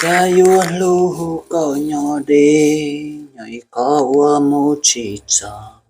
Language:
Hmong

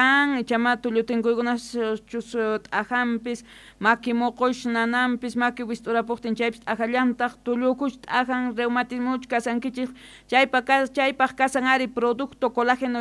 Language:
South Bolivian Quechua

